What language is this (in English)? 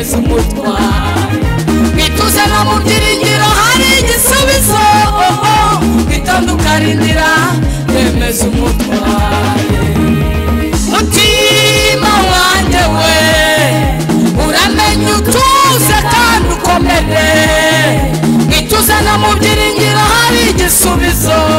Kinyarwanda